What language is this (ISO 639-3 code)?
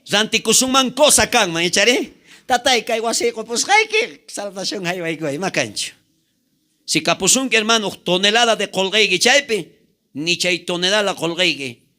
quh